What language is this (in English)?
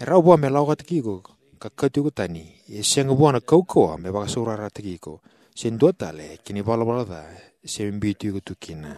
Fijian